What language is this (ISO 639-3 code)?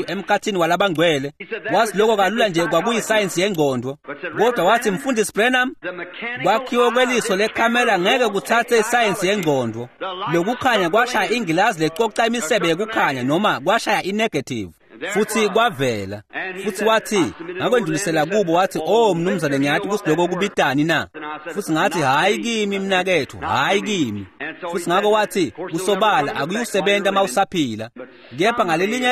ssw